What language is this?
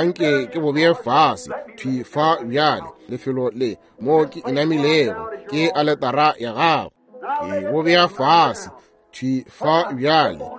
Northern Sotho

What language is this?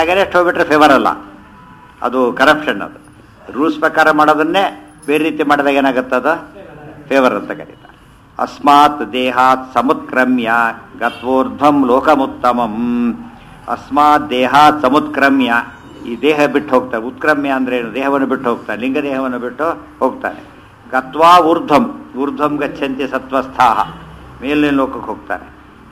Kannada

